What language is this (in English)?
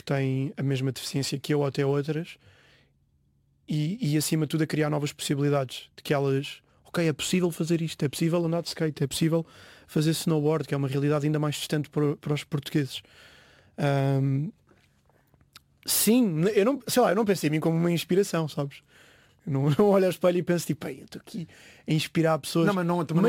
Portuguese